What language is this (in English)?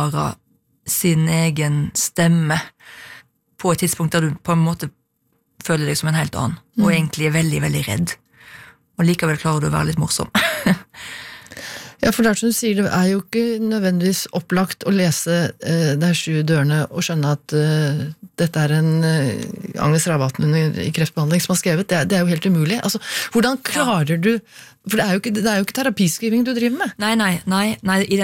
Norwegian